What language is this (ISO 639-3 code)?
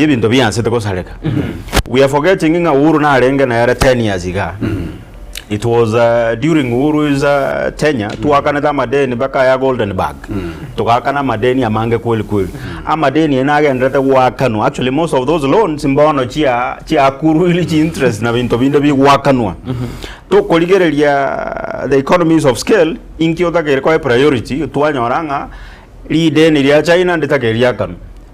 guz